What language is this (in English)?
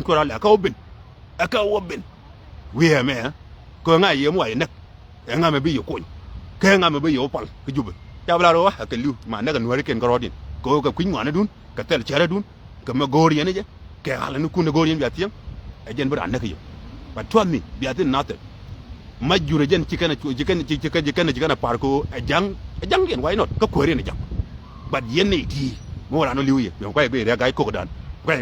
Nuer